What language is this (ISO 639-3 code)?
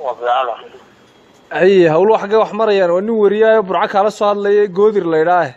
som